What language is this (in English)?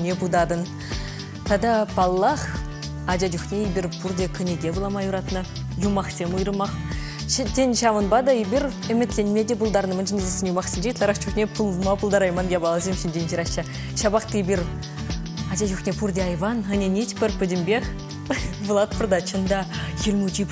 Chuvash